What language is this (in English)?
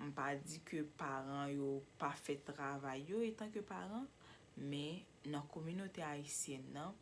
Haitian Creole